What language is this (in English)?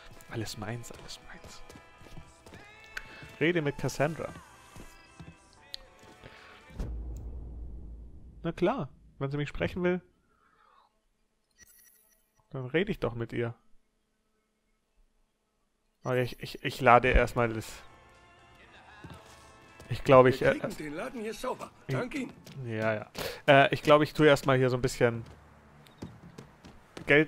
German